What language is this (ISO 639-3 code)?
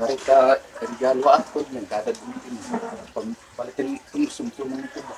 war